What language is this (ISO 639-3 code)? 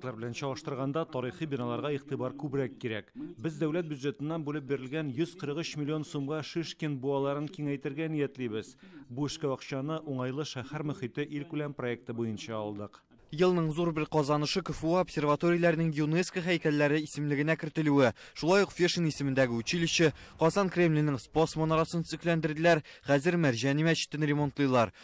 tat